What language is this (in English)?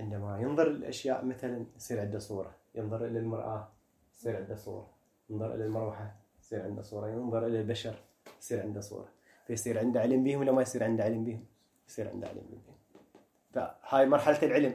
Mesopotamian Arabic